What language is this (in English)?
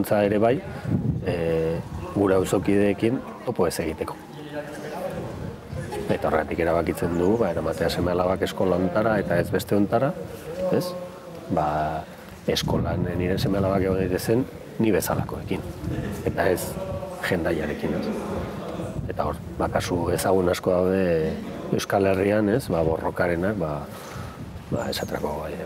Basque